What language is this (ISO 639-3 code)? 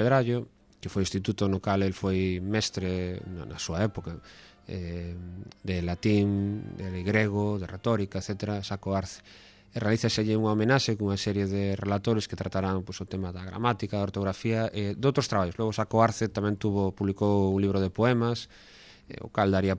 glg